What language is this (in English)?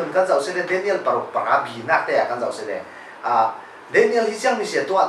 Falam Chin